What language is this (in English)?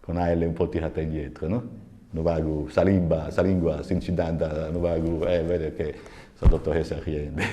Sardinian